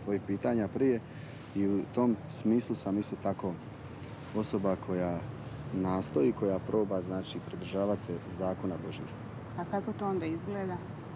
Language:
Croatian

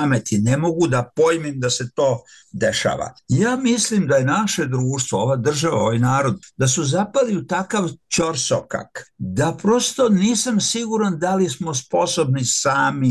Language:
Serbian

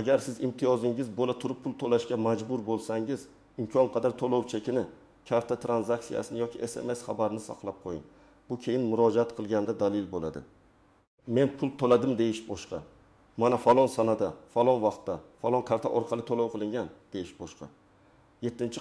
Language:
Uzbek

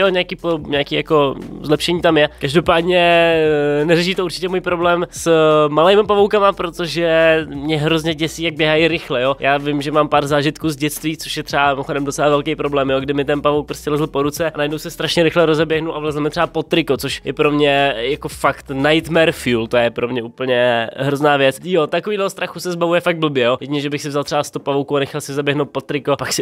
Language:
Czech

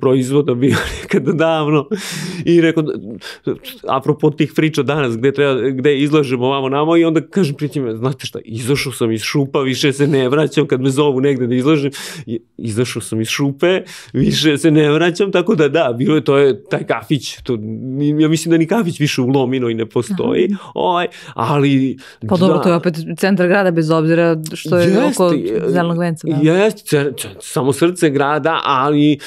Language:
Serbian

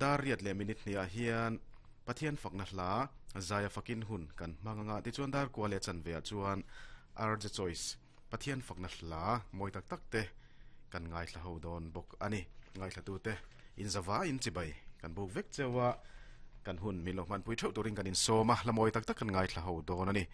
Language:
Mizo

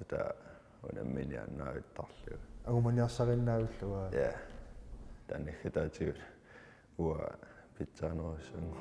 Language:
Kalaallisut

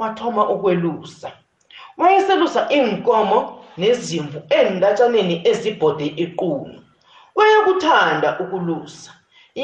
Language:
South Ndebele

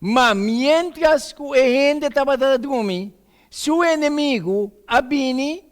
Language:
Papiamento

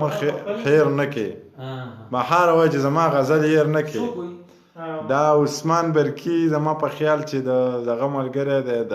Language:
Pashto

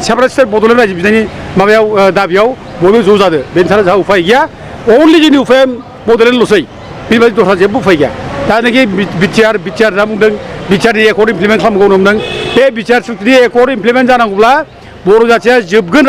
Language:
Bodo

